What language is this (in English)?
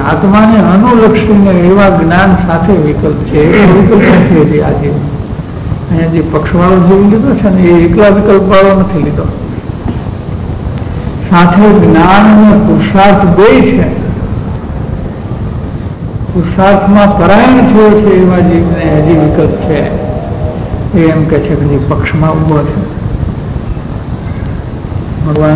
Gujarati